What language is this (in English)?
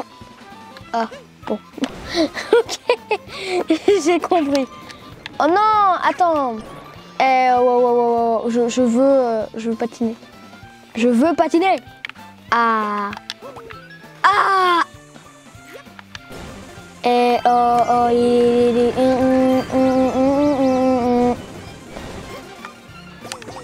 French